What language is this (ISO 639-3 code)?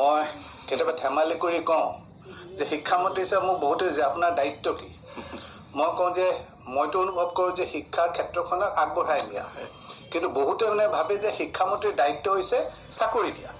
asm